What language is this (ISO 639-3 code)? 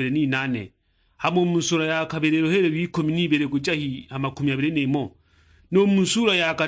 suk